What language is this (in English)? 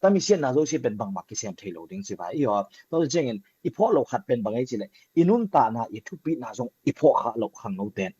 Tedim Chin